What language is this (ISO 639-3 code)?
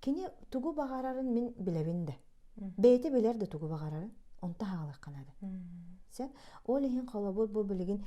sah